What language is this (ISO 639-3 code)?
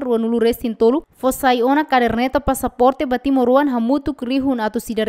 tet